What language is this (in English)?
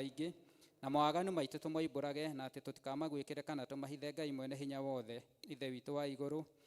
Kikuyu